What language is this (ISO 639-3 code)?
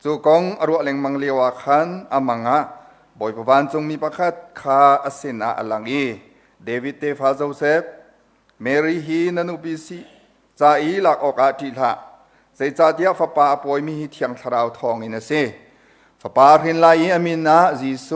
cnh